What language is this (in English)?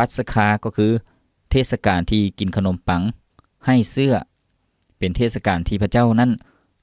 Lao